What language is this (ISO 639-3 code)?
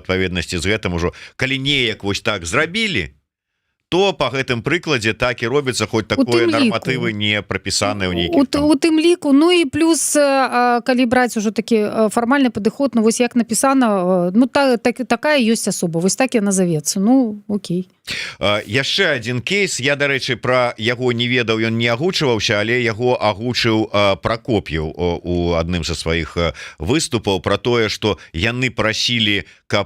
bel